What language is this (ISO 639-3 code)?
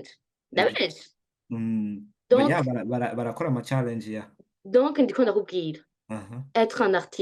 run